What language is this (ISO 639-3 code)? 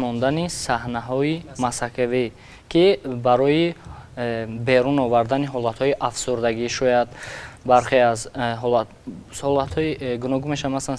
tgk